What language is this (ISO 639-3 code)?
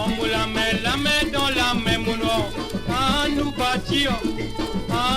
mfe